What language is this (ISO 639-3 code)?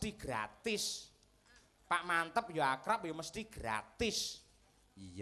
jav